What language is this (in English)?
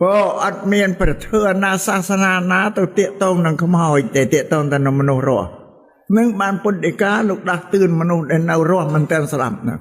Khmer